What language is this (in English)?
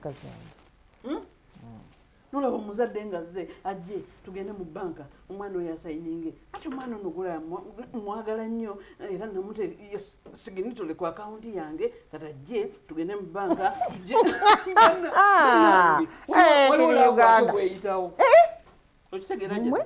Ganda